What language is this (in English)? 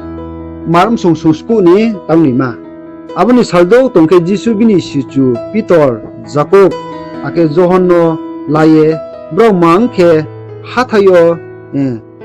Riang (India)